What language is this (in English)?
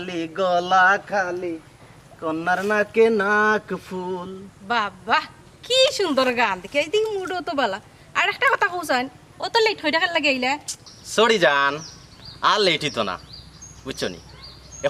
Sylheti